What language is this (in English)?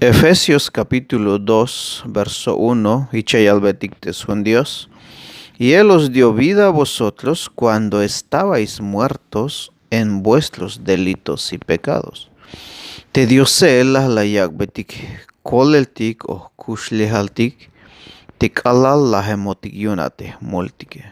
Tzeltal